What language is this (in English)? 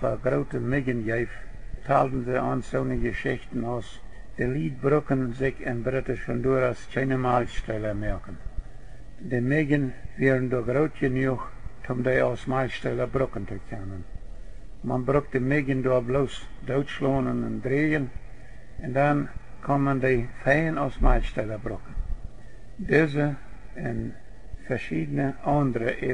Plautdietsch